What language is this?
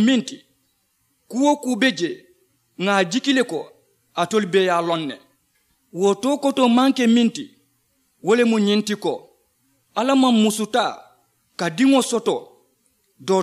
Mandingo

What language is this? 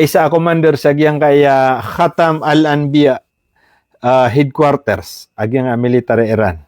Maranao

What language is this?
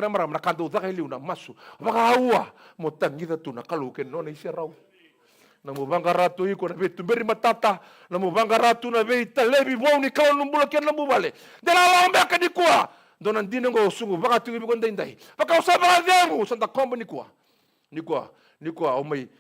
Fijian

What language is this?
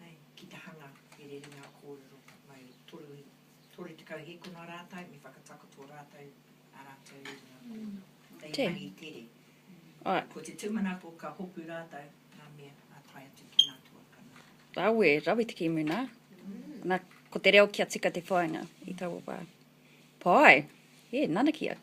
Māori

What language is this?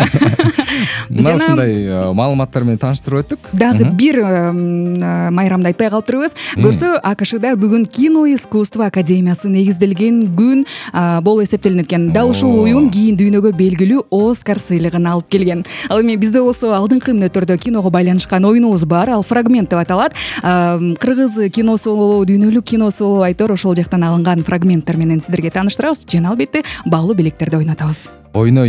Kyrgyz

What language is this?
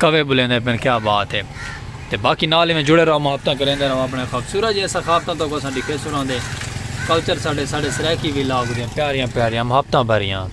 Saraiki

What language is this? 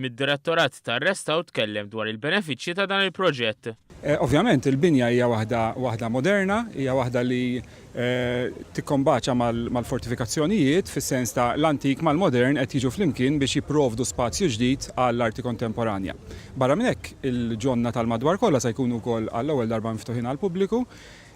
Maltese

